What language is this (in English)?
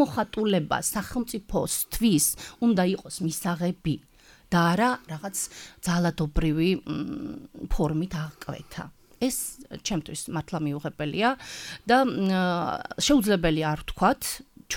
Georgian